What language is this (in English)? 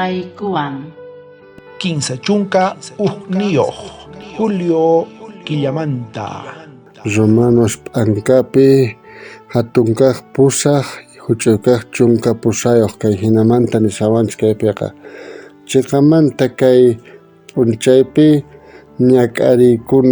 South Bolivian Quechua